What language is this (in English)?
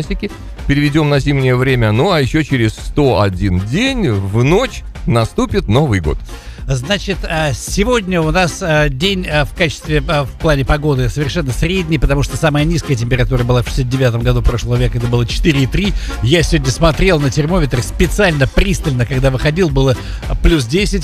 Russian